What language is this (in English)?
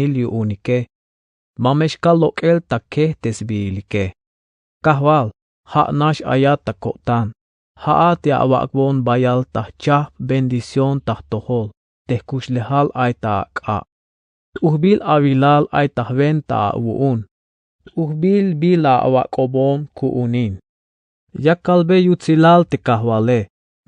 Tzeltal